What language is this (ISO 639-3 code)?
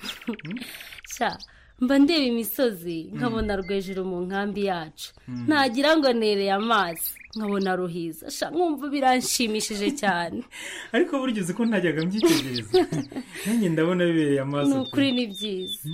kin